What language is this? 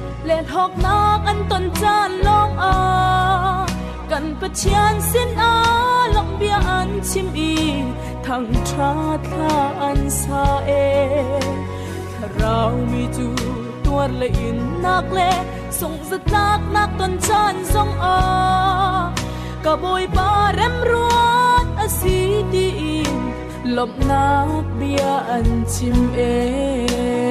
Hakha Chin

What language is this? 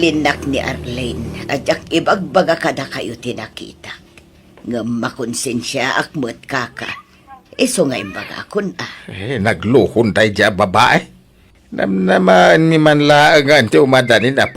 Iloko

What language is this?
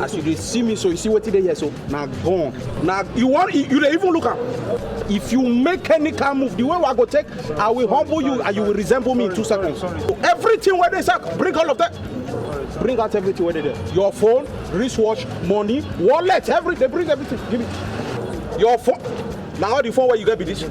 Nigerian Pidgin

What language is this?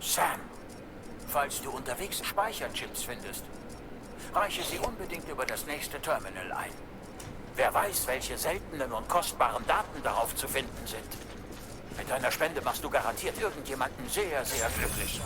Swiss German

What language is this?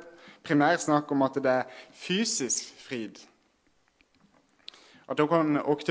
Norwegian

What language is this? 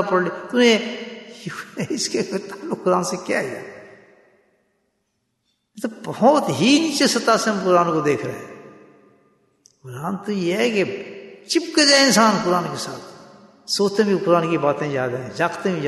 Urdu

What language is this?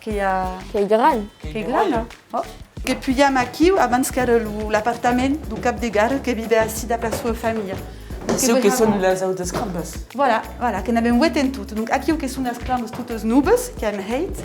Occitan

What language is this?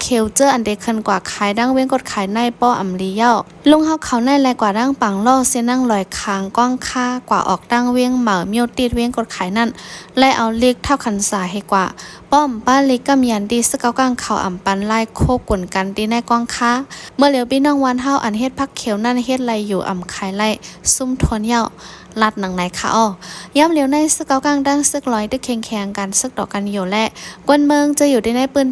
Shan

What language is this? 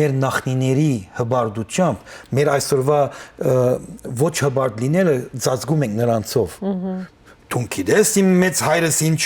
Western Armenian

